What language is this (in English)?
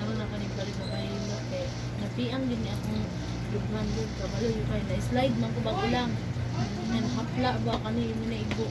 Cebuano